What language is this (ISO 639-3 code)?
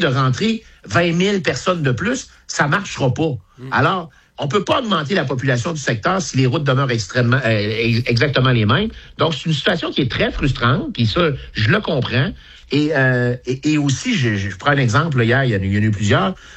fra